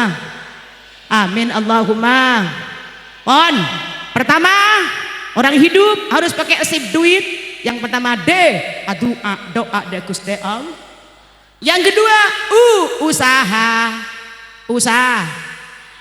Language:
Madurese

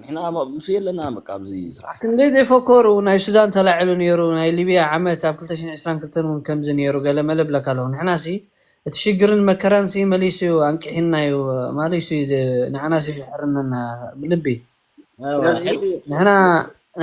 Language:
Tigrinya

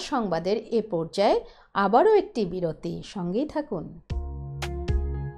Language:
Bangla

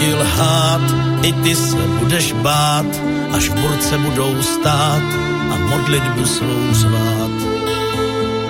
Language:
Czech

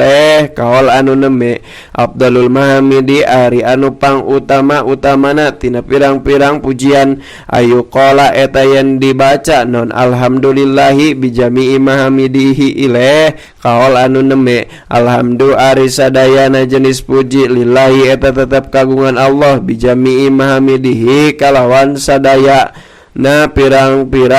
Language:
Sundanese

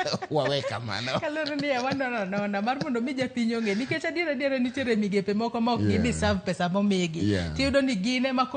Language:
Luo (Kenya and Tanzania)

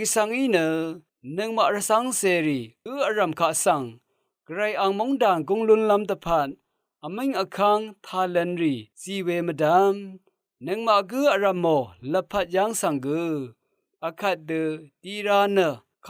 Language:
Rawang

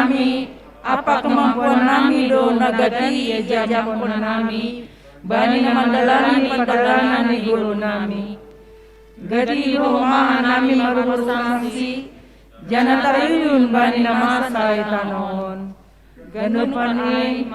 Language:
Batak Simalungun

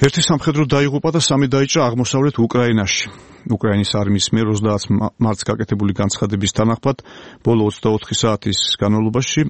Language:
Georgian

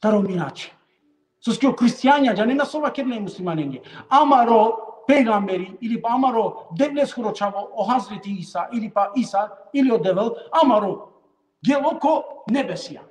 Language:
Balkan Romani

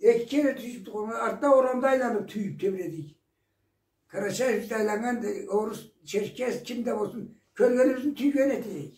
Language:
Karachay-Balkar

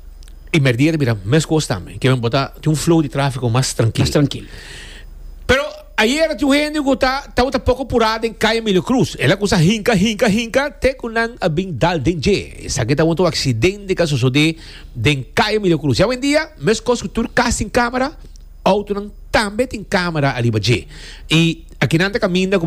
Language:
Papiamento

